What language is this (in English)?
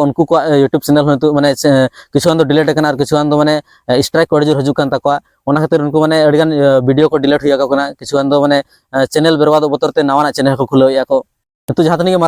Santali